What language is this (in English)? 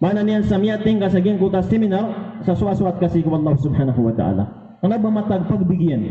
Maranao